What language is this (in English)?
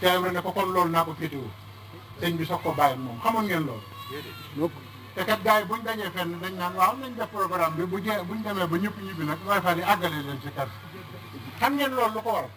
Wolof